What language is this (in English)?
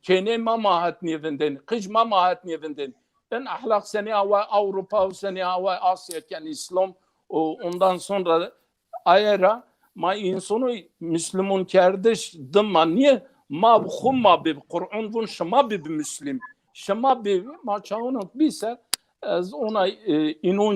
Zaza